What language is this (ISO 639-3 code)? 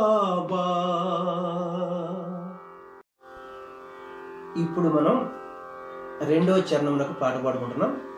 tel